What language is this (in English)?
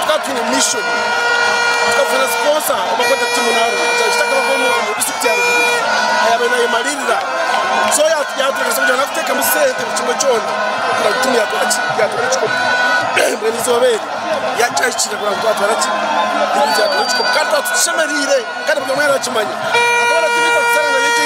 Nyankole